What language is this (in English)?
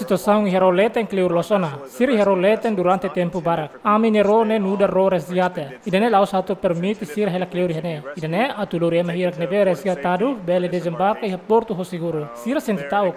Tetum